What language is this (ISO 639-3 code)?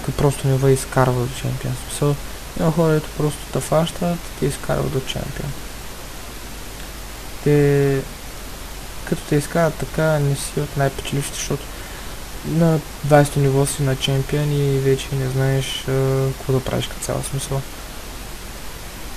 bul